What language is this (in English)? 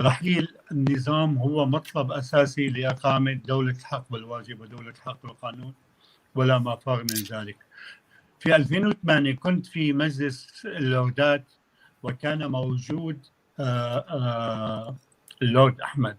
North Levantine Arabic